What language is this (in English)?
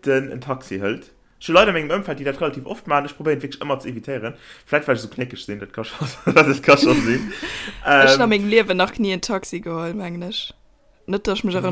Luxembourgish